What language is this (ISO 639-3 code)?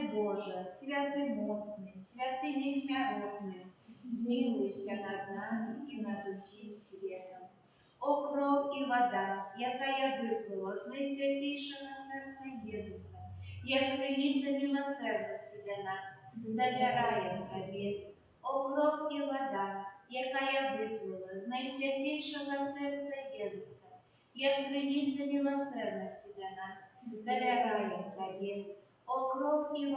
bel